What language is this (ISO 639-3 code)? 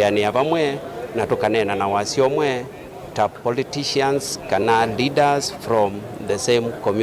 kam